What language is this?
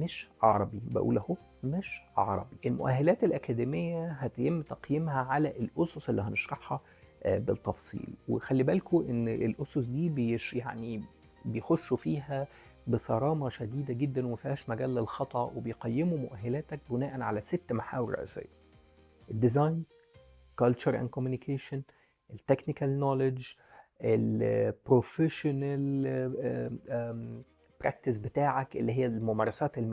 Egyptian Arabic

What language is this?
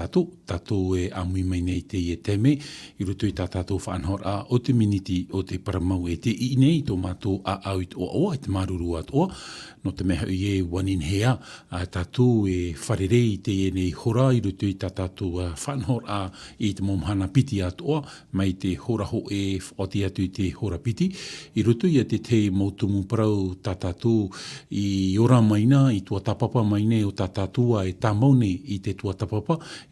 Tahitian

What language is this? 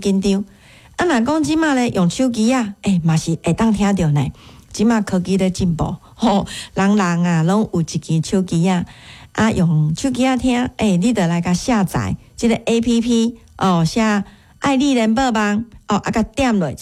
Min Nan Chinese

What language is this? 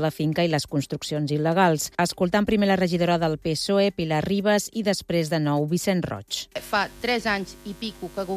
Catalan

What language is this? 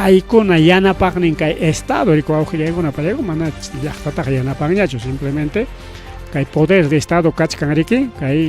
Ayacucho Quechua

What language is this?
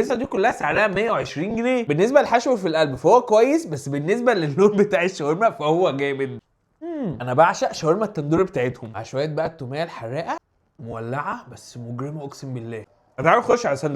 Egyptian Arabic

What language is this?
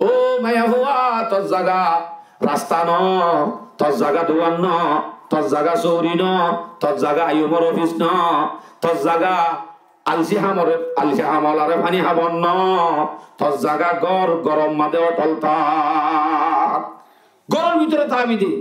Rohingya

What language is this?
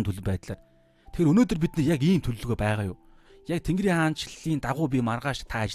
Mongolian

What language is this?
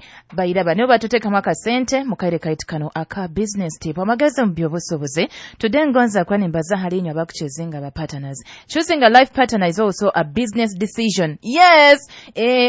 Nyoro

